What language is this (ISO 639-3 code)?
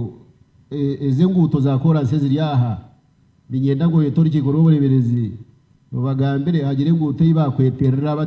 nyn